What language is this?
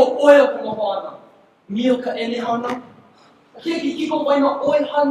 Hawaiian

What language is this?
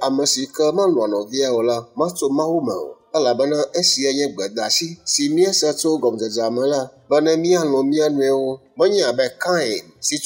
Ewe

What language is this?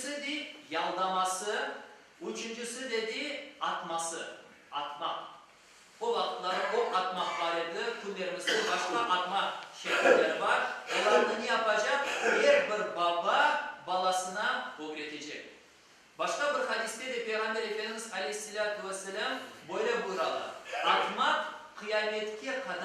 Crimean Tatar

